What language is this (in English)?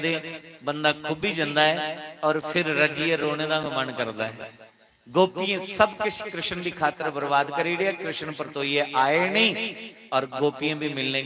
Dogri